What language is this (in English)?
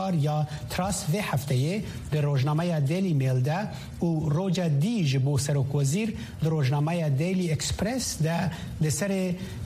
Kurdish